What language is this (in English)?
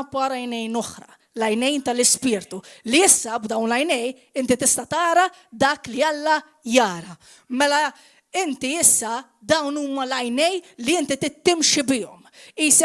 Maltese